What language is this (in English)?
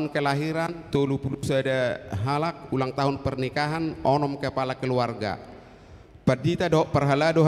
Batak Toba